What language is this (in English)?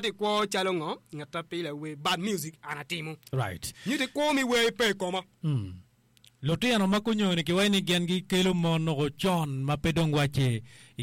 Acoli